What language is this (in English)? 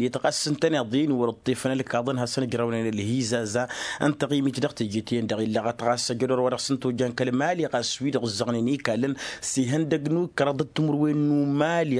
Tamasheq